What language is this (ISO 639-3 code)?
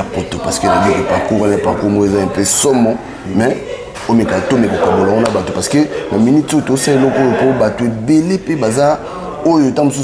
lin